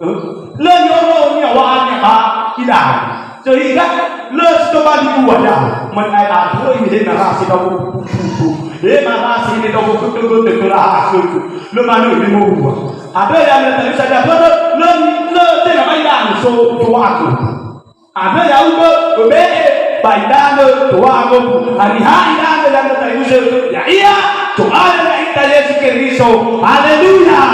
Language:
Nias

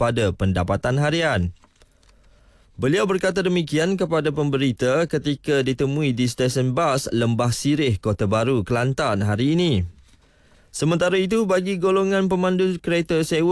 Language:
Malay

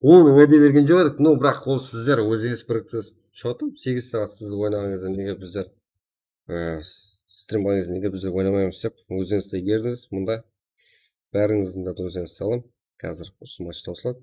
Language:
Kara-Kalpak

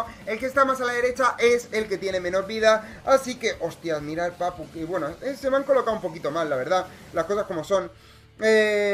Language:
Spanish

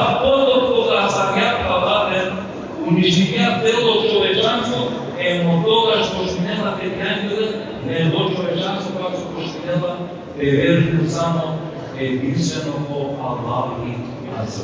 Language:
Balkan Romani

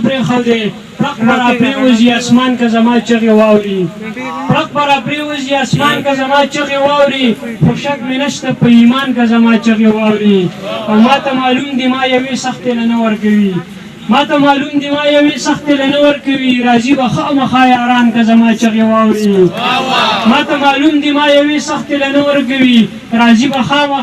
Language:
Pashto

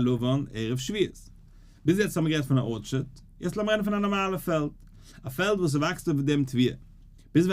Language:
Yiddish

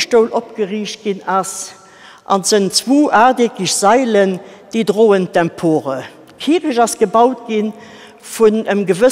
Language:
Luxembourgish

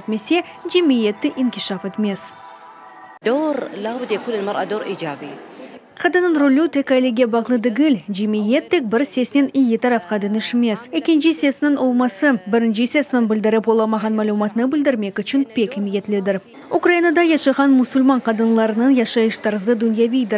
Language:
Crimean Tatar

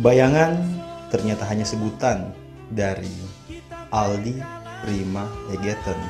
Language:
Manado Malay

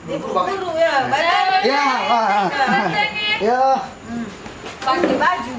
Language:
Ambonese Malay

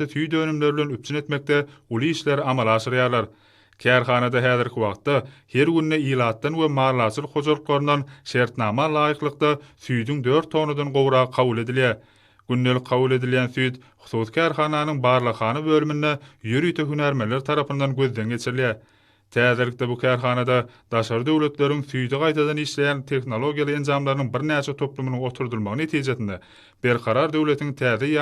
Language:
Turkmen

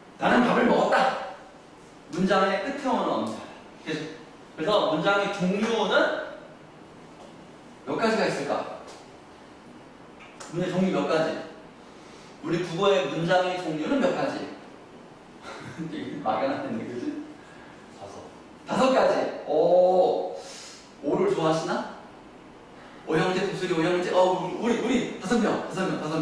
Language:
Korean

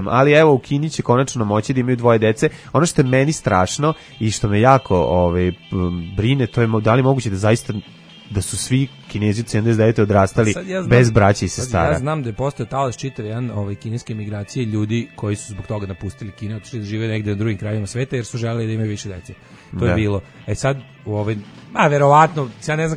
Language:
Serbian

